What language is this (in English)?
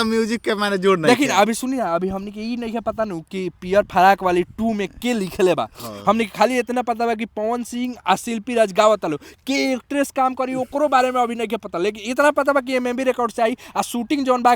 Bhojpuri